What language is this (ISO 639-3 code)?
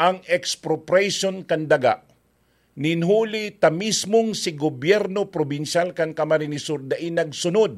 bik